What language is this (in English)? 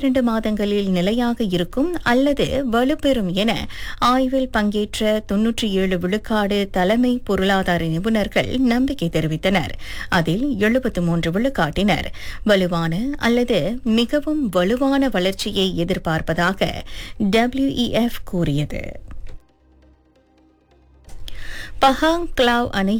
Tamil